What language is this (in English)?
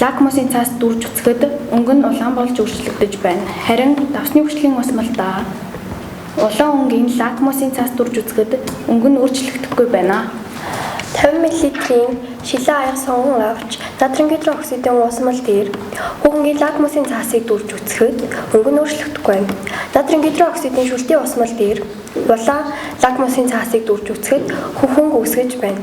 Mongolian